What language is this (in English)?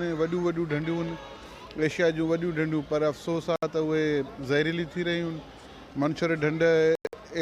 Sindhi